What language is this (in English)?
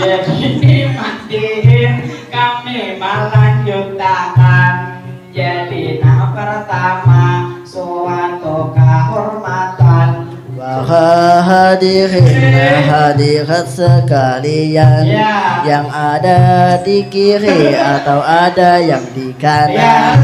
Banjar